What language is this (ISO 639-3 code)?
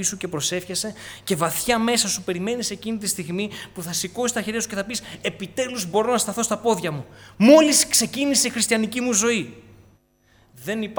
ell